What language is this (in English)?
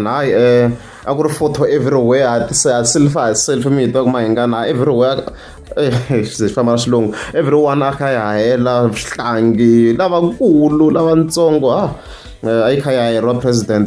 Tsonga